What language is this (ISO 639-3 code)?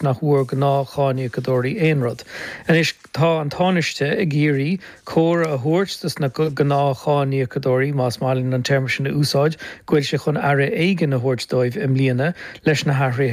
gle